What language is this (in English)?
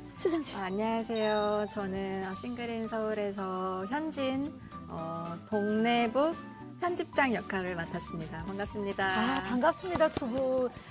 Korean